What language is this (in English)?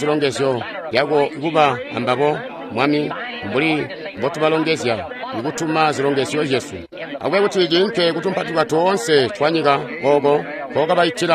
Tonga (Zambia)